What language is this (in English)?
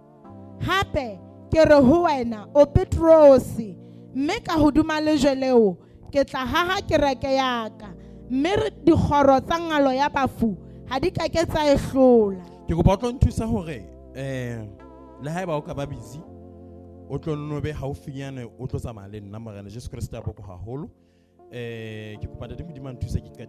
Southern Sotho